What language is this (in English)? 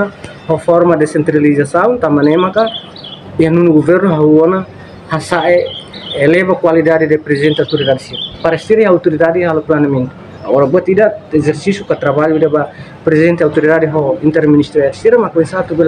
Tetum